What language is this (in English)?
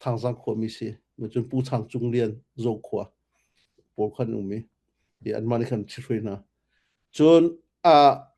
Hakha Chin